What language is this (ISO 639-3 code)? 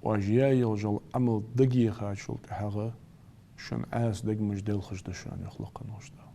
inh